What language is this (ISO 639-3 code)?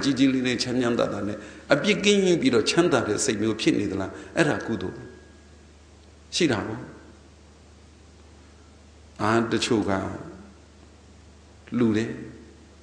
mya